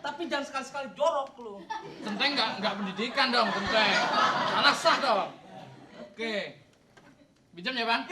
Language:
Betawi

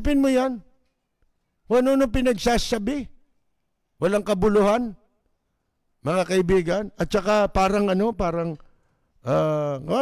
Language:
Filipino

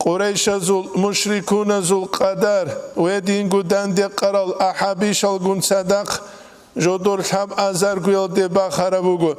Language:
Avaric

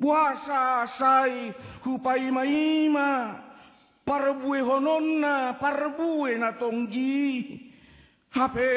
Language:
Batak Toba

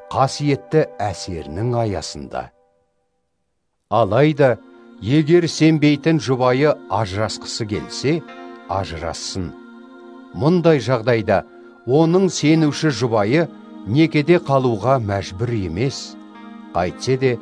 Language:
Kazakh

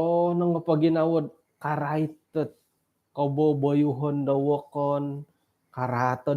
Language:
Central Dusun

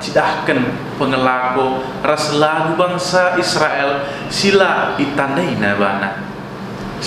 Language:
Batak Karo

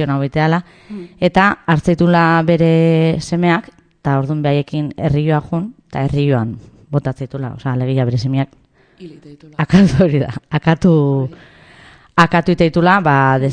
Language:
Basque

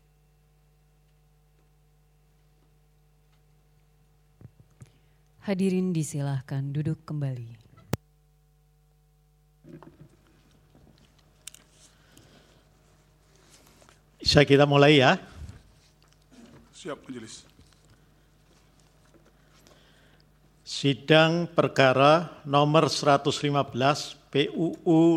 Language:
Indonesian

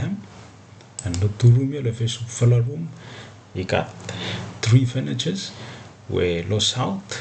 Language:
Bislama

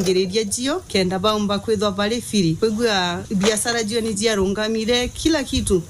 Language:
Meru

